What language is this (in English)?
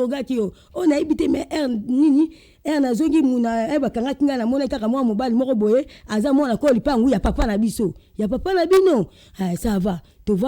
Lingala